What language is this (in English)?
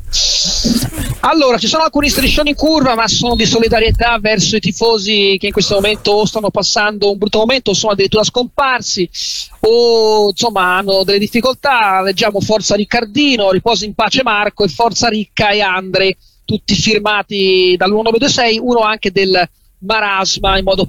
Italian